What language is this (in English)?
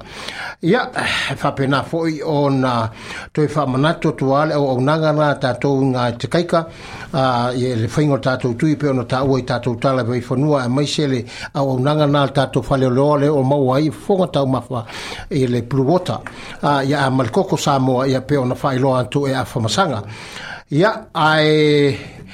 Samoan